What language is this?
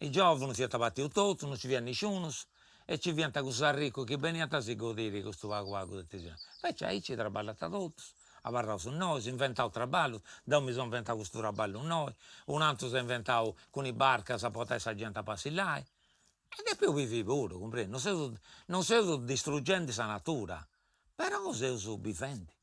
Sardinian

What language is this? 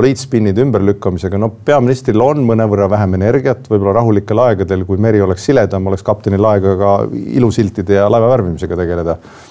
Estonian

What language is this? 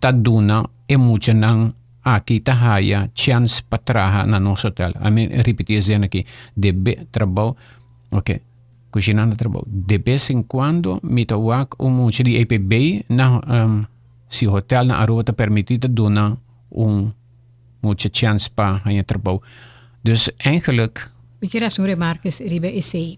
Papiamento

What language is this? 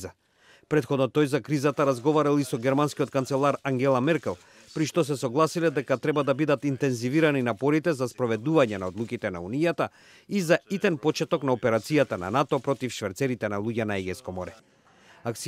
Macedonian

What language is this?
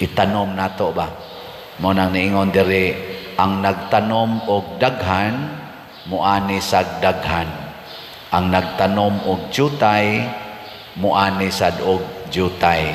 Cebuano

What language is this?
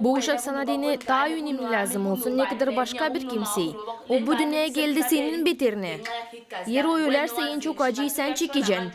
Gagauz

